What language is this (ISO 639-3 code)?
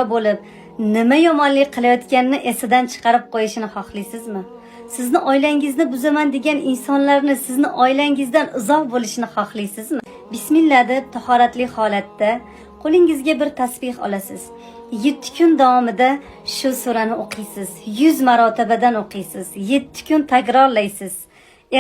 uzb